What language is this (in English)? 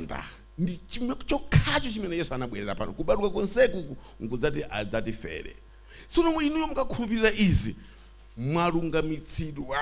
Nyanja